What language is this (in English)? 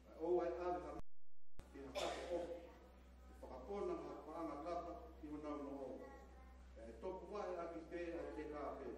Tongan